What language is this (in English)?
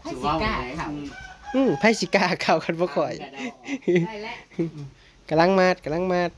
Northeastern Thai